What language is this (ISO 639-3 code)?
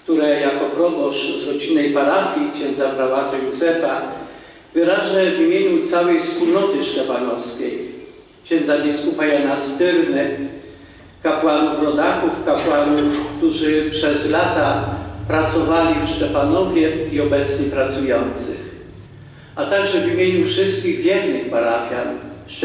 pol